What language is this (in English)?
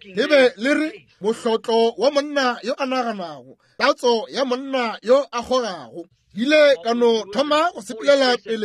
Northern Sotho